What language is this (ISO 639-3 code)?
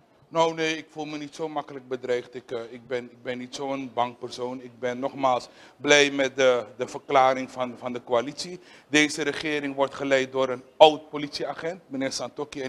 nld